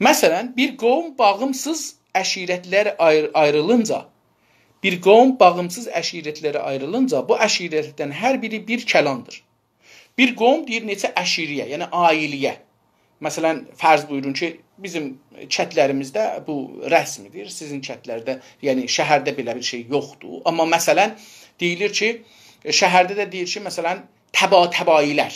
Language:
South Azerbaijani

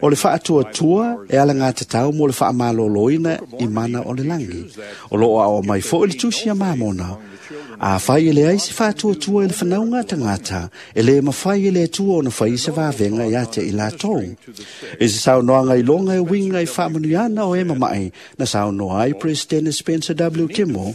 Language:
Samoan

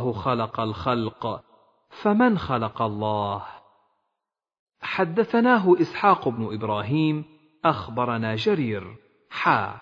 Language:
Arabic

